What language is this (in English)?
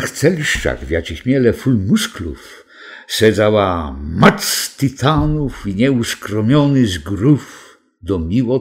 Kashubian